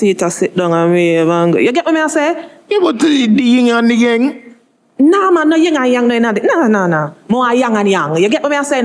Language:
Jamaican Creole English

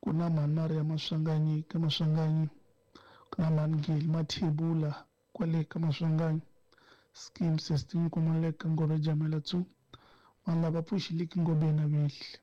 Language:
Tsonga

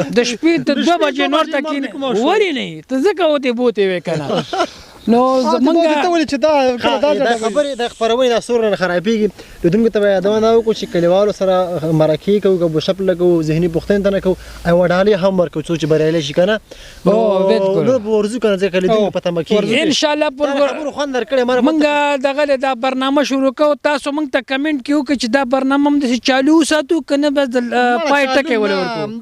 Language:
Pashto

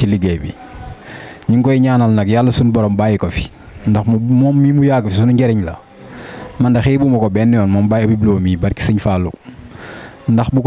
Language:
Wolof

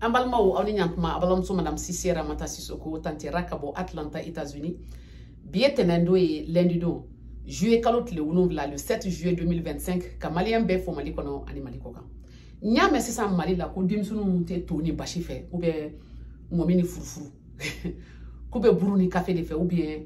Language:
Bambara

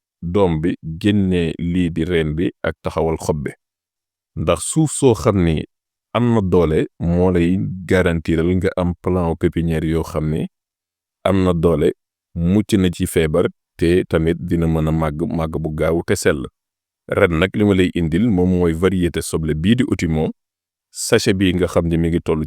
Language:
Wolof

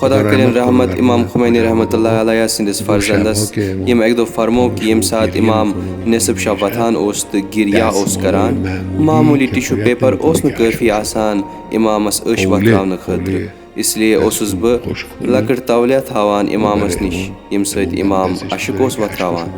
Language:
Kashmiri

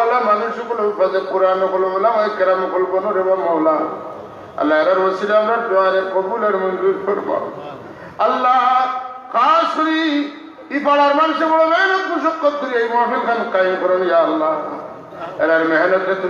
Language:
Sylheti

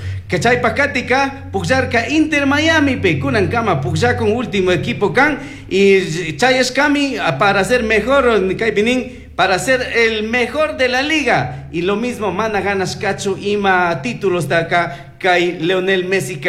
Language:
Chimborazo Highland Quichua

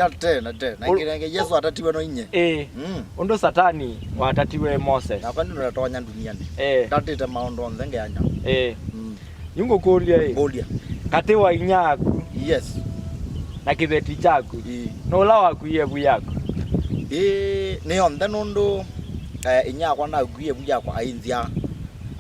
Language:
Kamba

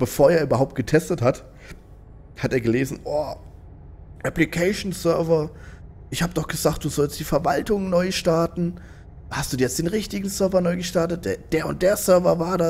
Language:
German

